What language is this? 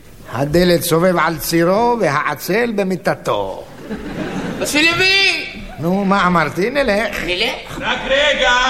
Hebrew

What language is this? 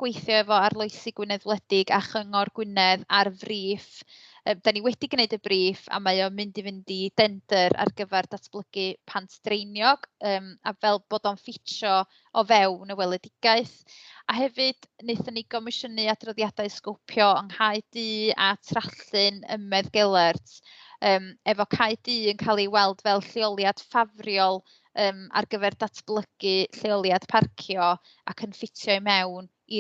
Welsh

